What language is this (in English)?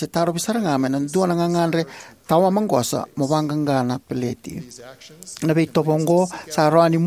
Fijian